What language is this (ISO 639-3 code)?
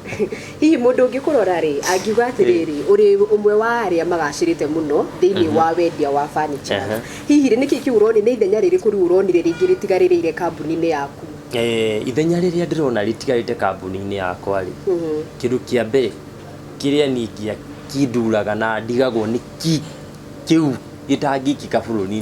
kik